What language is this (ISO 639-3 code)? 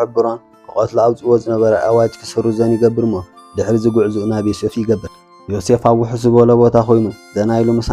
tir